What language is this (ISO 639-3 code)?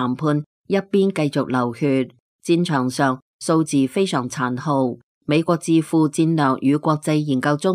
yue